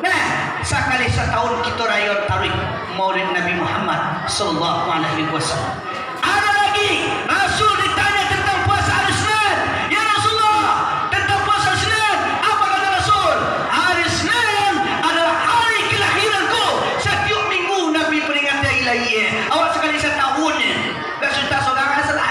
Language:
Minangkabau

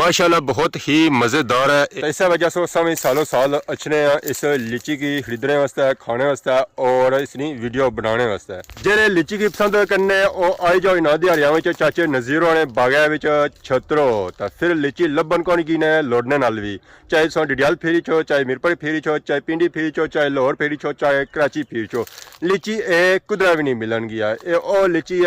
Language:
Pahari-Potwari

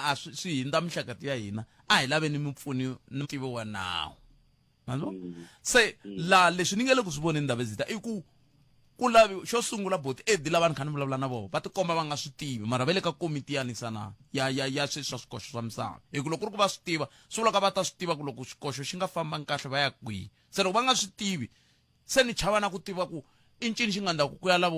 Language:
Tsonga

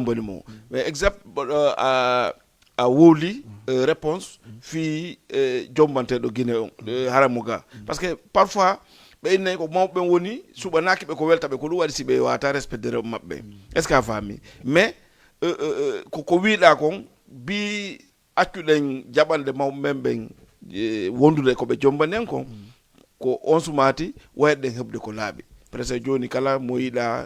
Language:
Fula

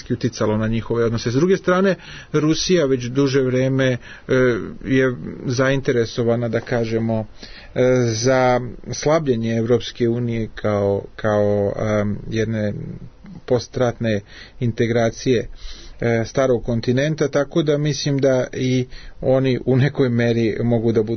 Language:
Serbian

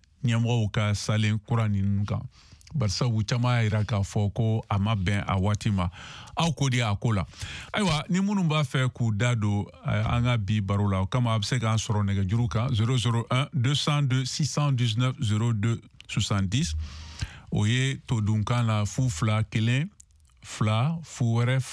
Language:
Bambara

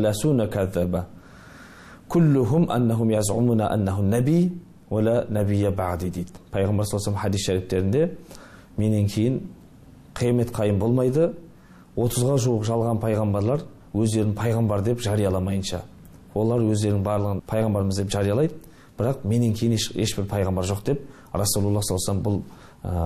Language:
Kazakh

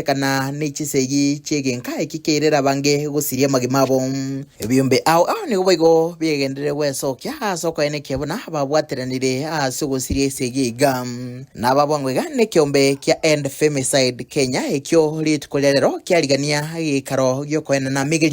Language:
Gusii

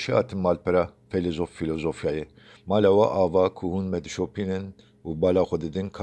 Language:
Kurdish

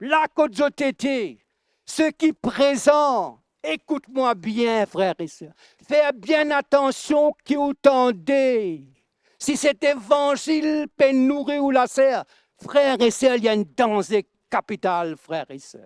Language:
Morisyen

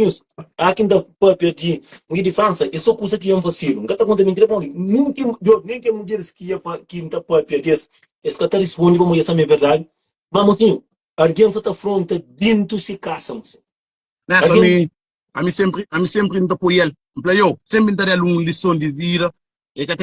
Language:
Kabuverdianu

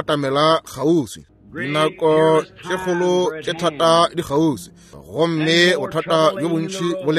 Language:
Northern Sotho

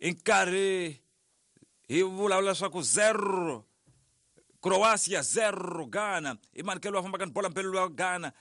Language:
Tsonga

